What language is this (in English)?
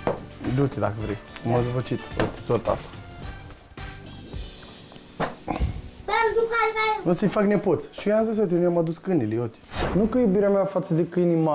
Romanian